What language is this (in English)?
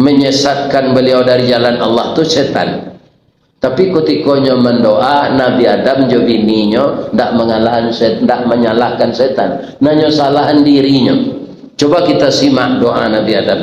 Minangkabau